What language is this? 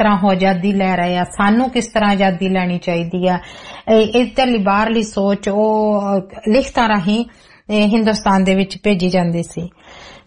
Punjabi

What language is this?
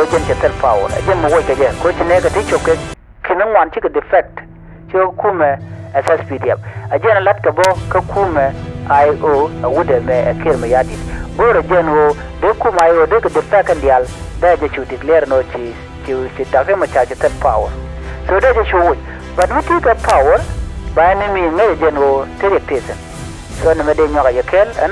Nuer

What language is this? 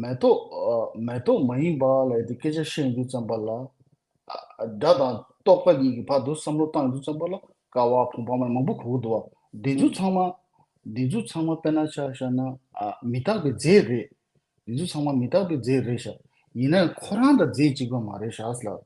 Tibetan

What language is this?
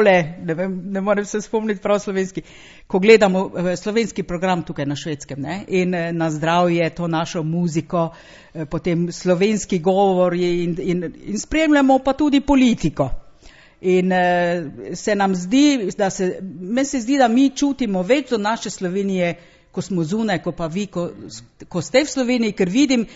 Slovenian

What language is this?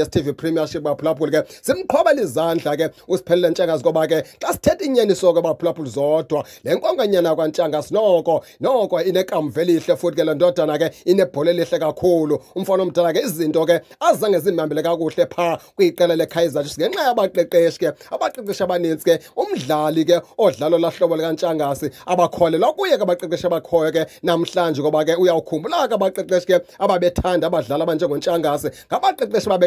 Xhosa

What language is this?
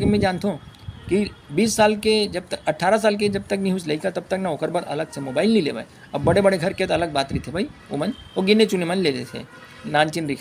Chhattisgarhi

